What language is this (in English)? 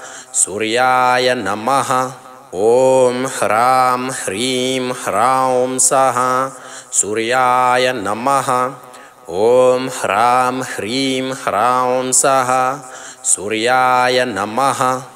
Sanskrit